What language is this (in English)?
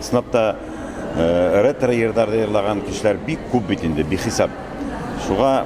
Bashkir